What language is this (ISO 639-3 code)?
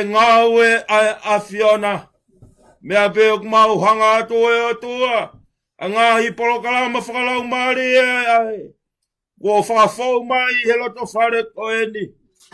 ton